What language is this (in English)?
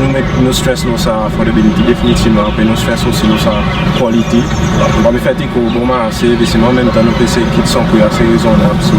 Seselwa Creole French